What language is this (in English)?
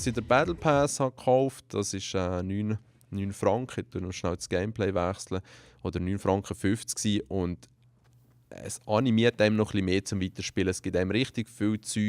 Swiss German